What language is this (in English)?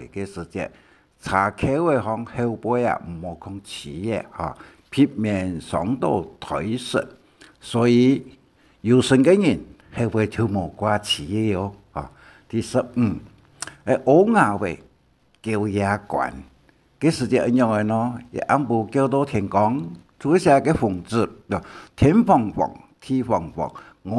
Hakka Chinese